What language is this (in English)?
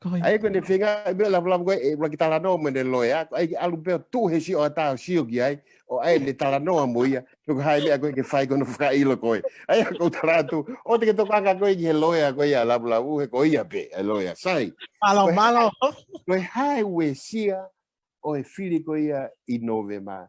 Tongan